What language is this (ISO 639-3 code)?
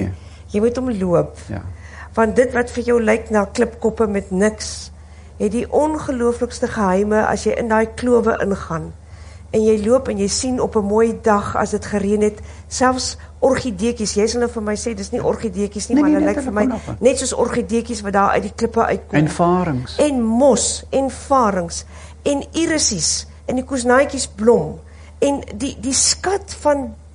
afr